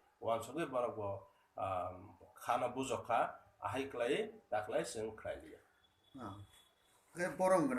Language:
Kok Borok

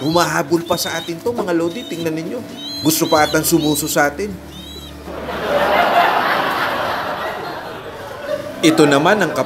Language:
Filipino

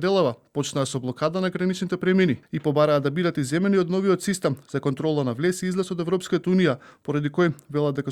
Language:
Macedonian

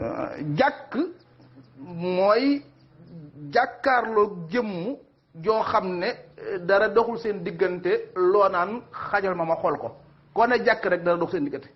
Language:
Wolof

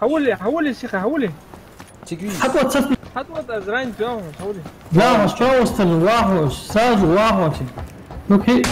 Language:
Ingush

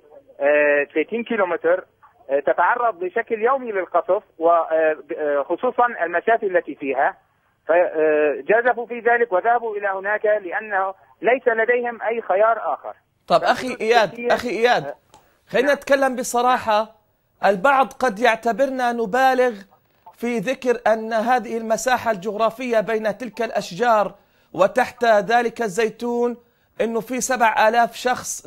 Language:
Arabic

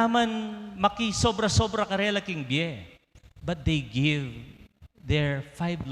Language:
Pampanga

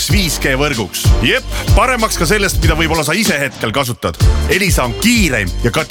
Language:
Estonian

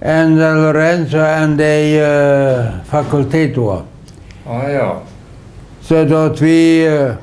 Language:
Plautdietsch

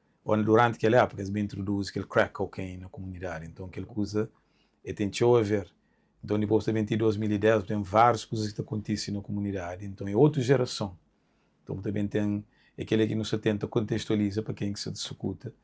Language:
Kabuverdianu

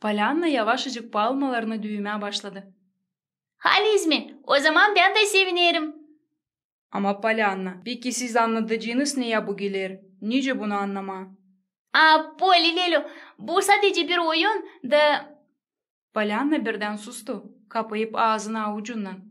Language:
Gagauz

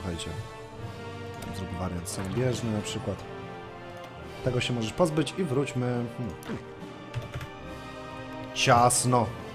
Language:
Polish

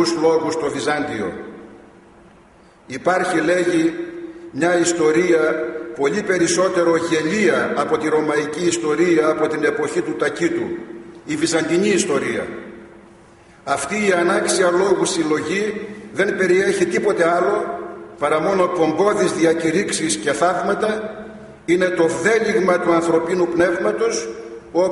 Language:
Greek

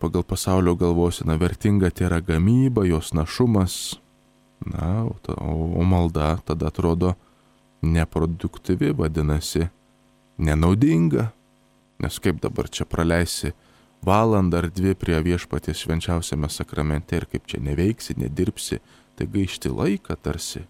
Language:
Lithuanian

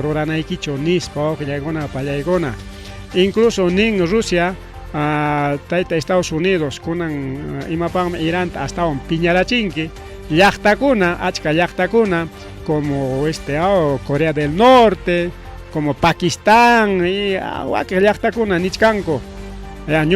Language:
Ayacucho Quechua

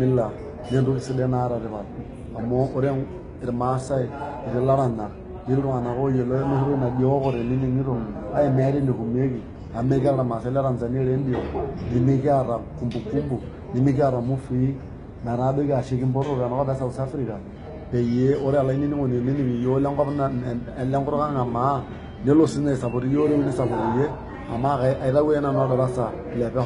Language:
Masai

